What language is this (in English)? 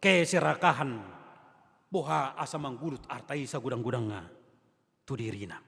Batak Toba